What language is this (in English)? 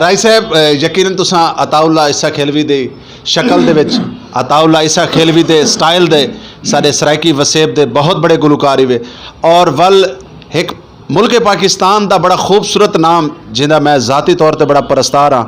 Saraiki